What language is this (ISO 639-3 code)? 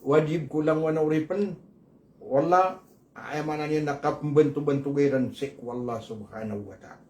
mrw